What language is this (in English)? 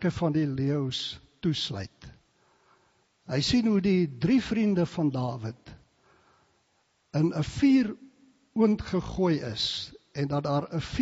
Afrikaans